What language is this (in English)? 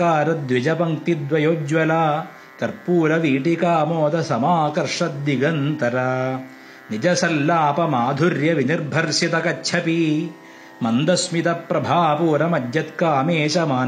Sanskrit